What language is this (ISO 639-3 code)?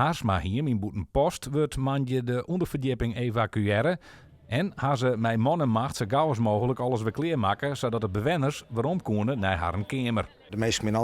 fry